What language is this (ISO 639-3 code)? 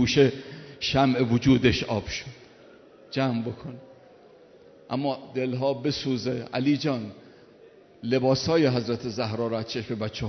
fas